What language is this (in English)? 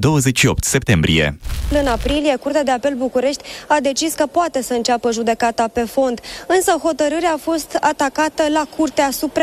Romanian